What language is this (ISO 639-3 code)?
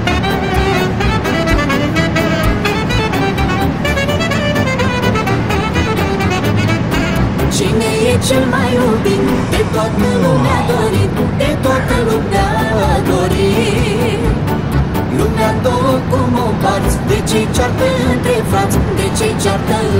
ron